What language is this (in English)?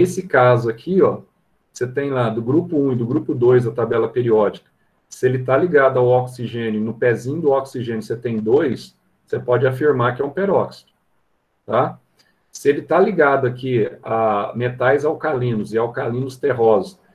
Portuguese